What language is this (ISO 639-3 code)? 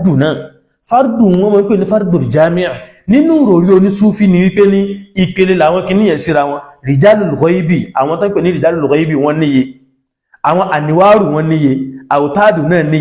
yor